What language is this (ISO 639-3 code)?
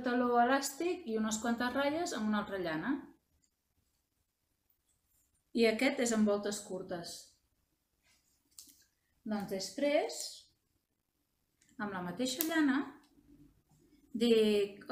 cat